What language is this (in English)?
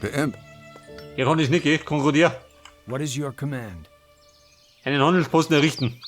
Bavarian